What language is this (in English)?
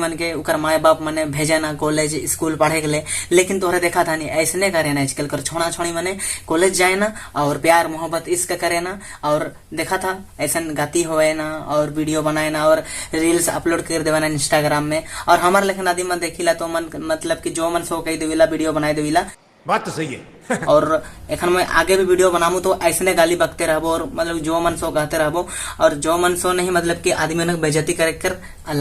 Sadri